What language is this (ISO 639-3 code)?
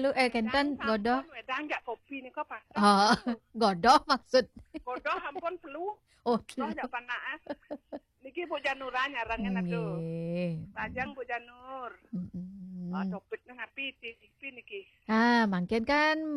ban